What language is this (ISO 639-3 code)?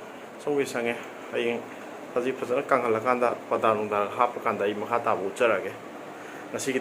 mni